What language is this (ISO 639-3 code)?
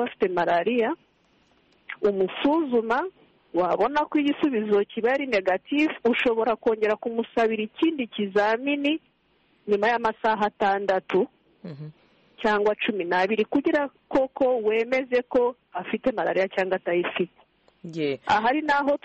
kin